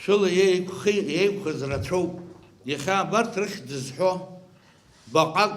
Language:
Abkhazian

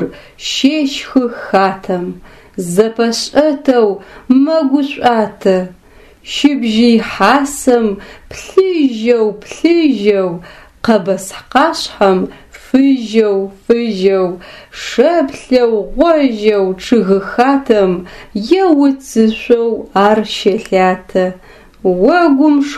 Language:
Adyghe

